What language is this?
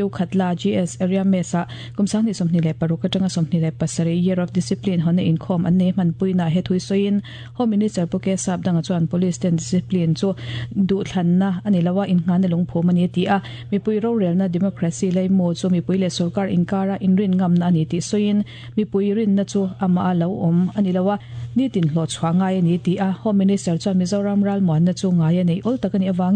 Mizo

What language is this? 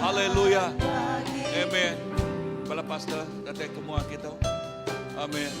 Iban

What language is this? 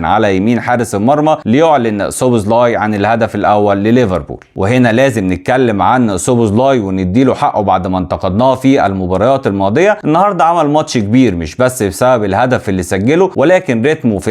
Egyptian Arabic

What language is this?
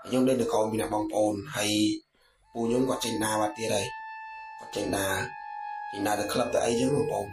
Khmer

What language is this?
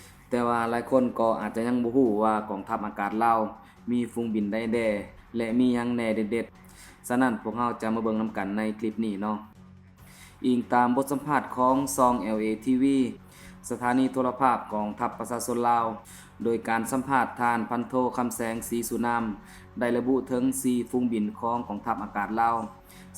Lao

